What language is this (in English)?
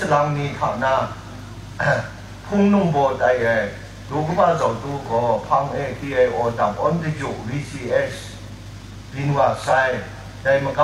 Kachin